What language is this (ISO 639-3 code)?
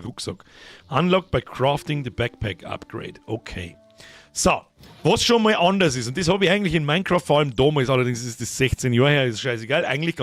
bar